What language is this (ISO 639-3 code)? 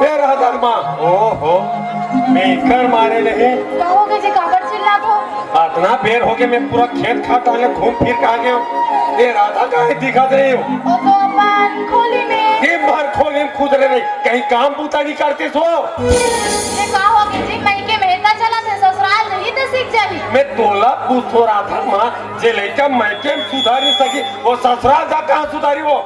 hne